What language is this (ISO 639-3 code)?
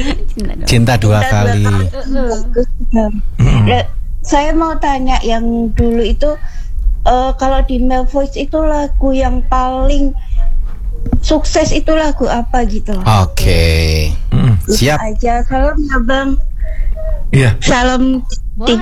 ind